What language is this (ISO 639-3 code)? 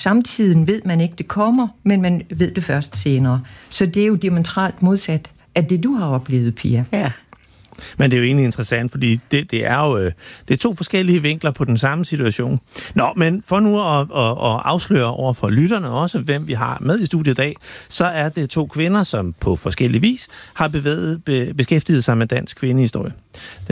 dan